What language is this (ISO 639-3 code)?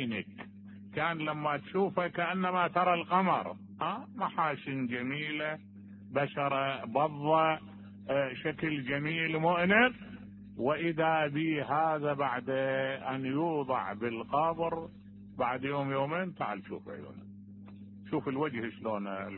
acm